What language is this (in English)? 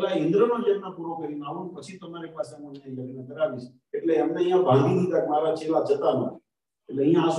Gujarati